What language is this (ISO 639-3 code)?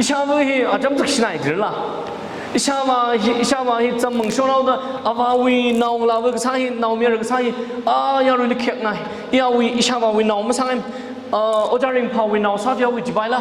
nmf